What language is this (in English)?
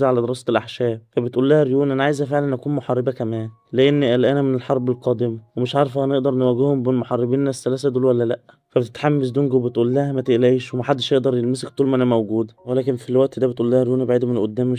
Egyptian Arabic